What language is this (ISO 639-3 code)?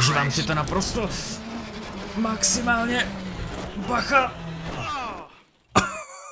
ces